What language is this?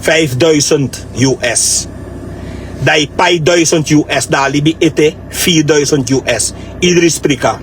Sranan Tongo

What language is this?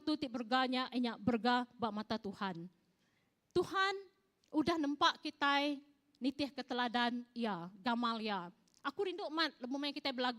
Iban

